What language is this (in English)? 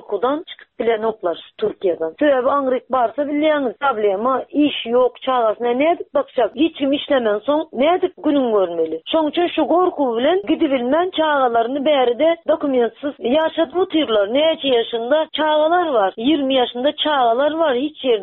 Turkmen